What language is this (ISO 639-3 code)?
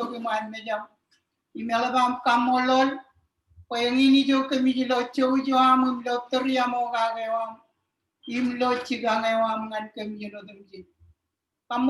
mah